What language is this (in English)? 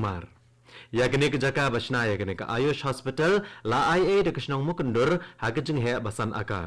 Khasi